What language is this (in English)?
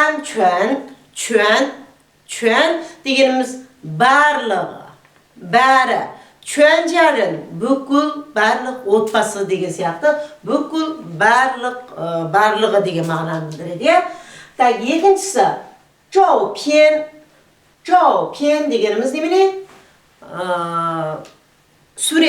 Kazakh